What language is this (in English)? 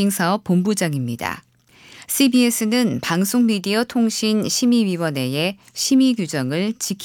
Korean